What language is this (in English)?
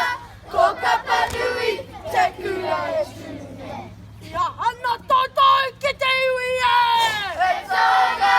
Māori